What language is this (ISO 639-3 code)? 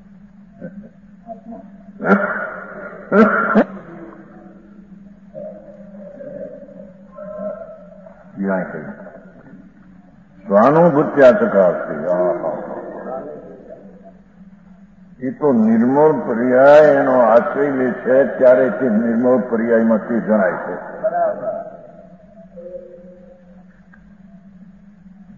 guj